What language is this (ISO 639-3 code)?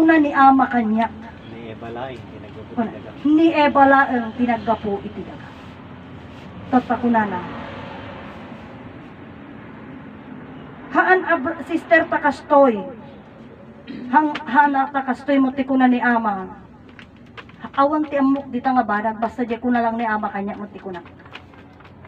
ilo